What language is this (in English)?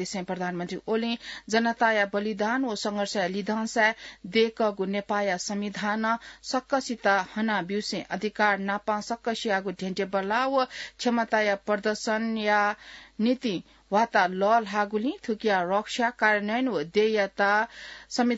Newari